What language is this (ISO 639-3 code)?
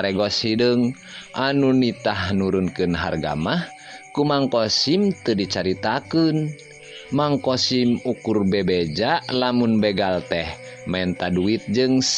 sun